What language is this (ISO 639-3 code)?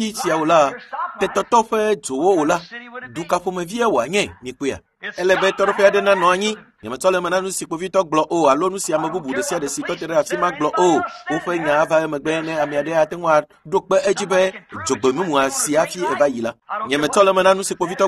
ewe